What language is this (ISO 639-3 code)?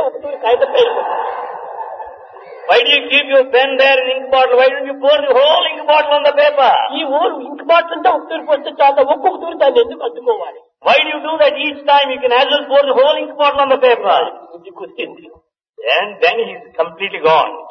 tel